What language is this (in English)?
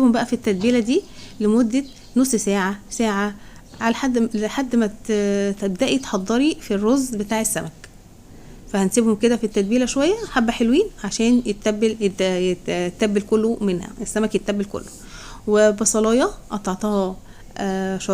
Egyptian Arabic